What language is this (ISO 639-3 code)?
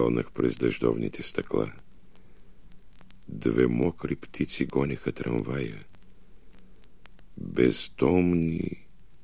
bul